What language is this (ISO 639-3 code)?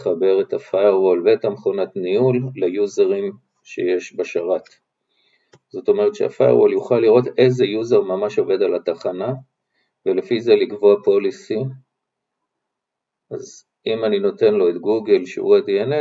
heb